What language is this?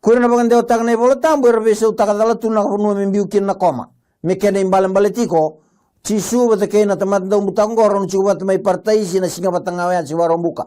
Fijian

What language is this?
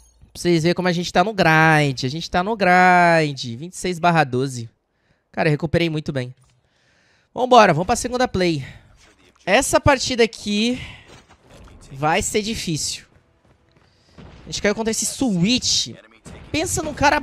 Portuguese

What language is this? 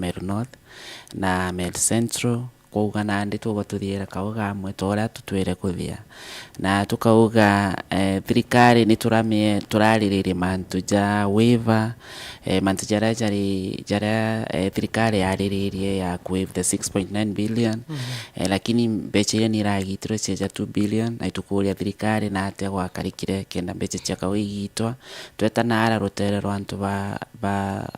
Meru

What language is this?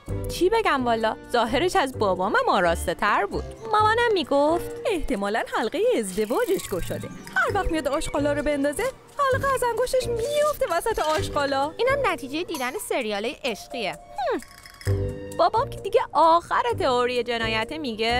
Persian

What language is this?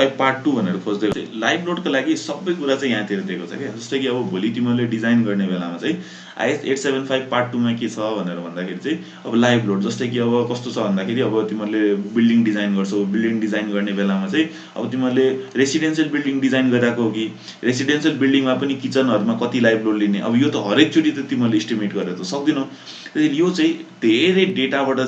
Nepali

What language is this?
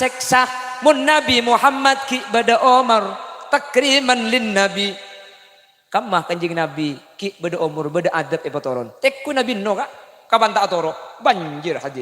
Madurese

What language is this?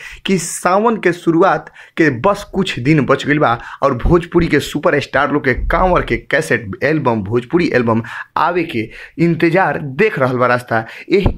Bhojpuri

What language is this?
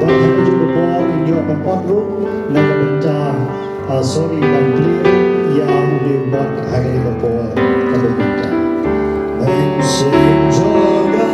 Khasi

